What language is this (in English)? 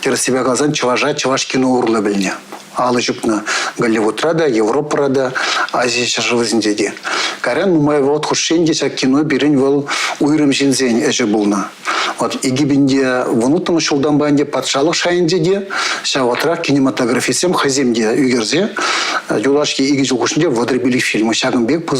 Chuvash